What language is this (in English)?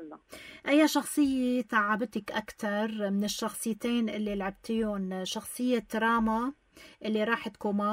North Levantine Arabic